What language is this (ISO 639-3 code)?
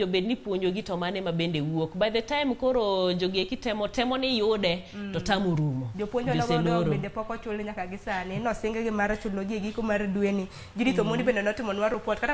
luo